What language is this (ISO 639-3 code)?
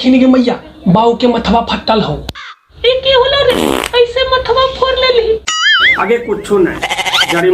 mag